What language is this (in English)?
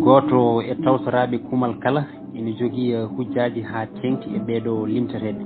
Fula